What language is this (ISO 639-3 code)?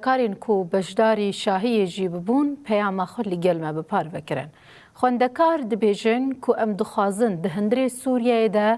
kur